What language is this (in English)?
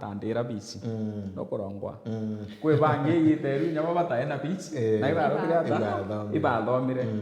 Meru